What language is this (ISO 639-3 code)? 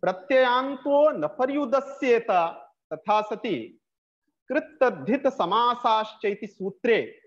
san